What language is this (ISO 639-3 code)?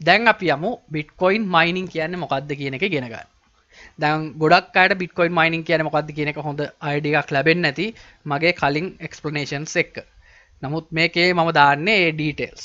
sin